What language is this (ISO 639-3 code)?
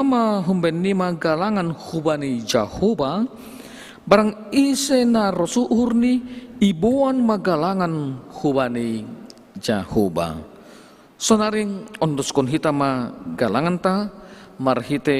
bts